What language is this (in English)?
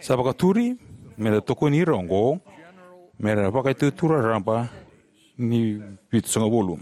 Fijian